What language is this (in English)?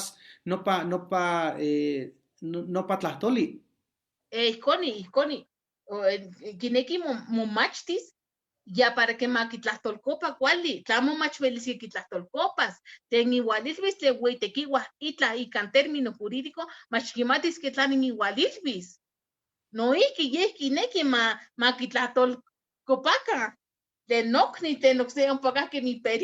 Eastern Huasteca Nahuatl